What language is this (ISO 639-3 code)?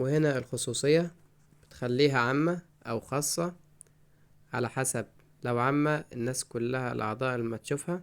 arz